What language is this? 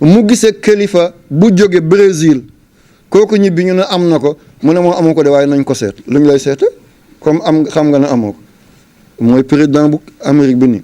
Wolof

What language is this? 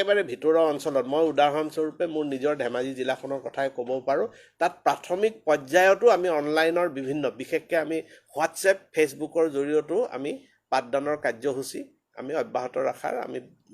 Assamese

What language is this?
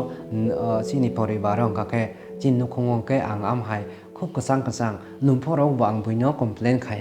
Kok Borok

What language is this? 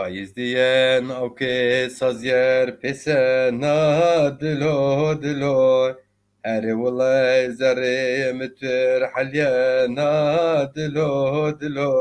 Zaza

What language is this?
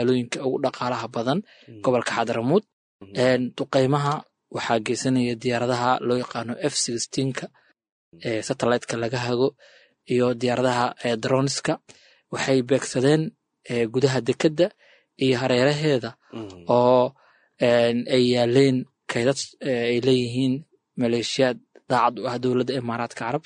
Somali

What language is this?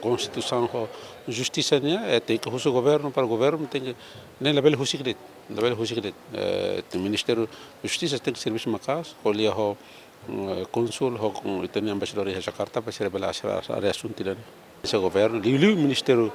Tetum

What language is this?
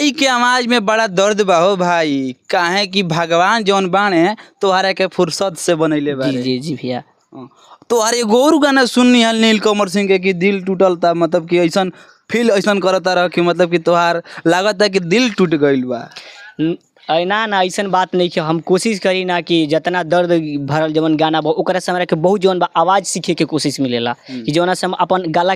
Bhojpuri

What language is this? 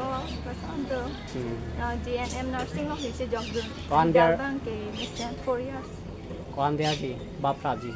Karbi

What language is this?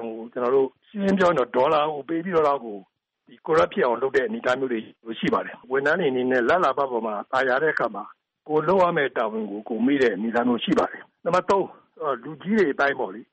Burmese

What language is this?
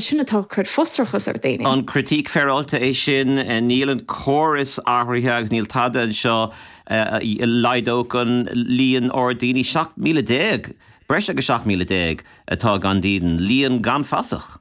Irish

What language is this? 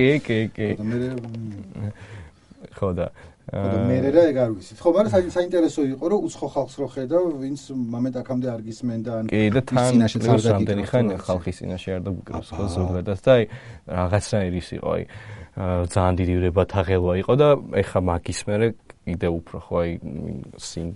Georgian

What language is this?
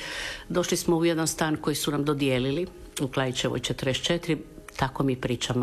Croatian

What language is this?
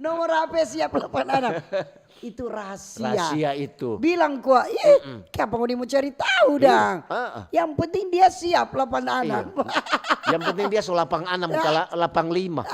Manado Malay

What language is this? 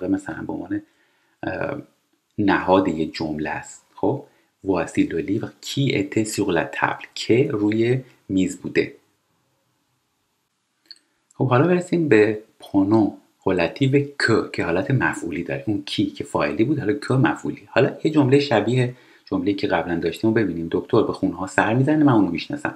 Persian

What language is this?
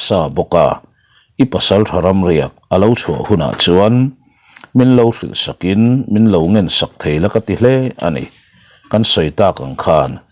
Mizo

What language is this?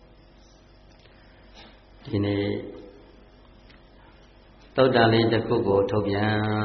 Burmese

